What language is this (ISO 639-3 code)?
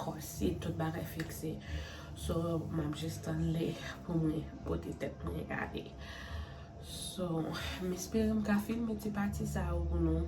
hat